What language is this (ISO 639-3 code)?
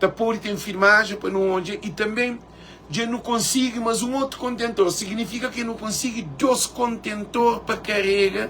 kea